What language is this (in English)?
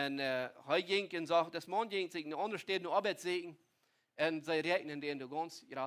Plautdietsch